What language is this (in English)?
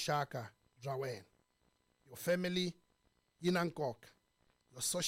Tsonga